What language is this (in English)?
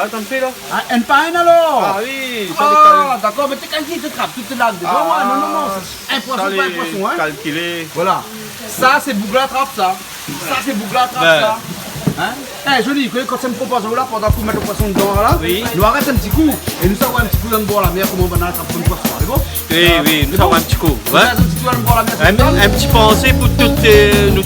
Réunion Creole French